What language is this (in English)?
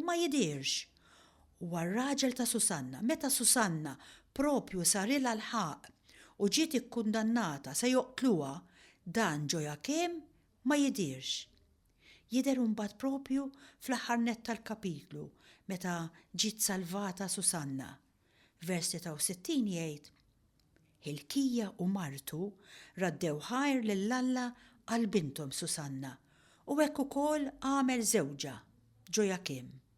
Maltese